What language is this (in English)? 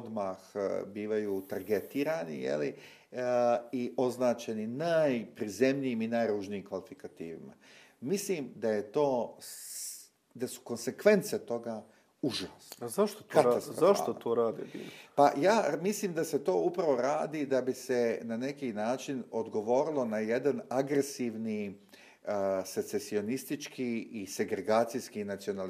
Bosnian